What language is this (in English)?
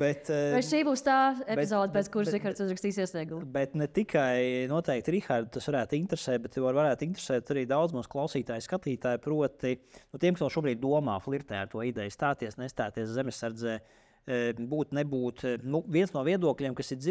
Latvian